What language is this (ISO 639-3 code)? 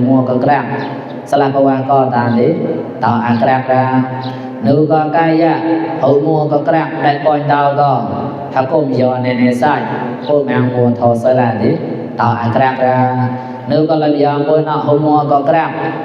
mnw